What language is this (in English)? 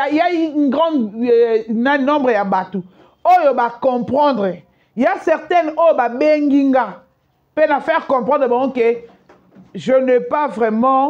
Lingala